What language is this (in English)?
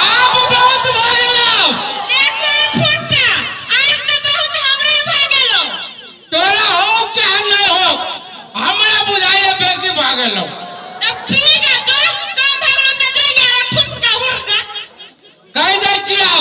Maithili